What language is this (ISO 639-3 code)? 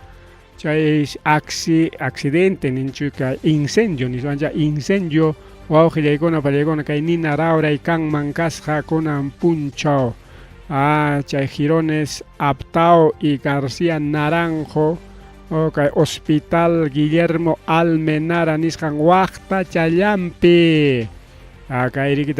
quy